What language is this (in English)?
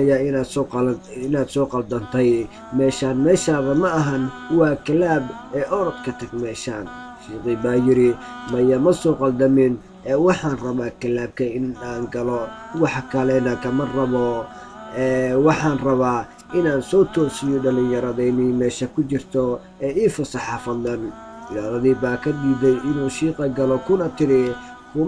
Somali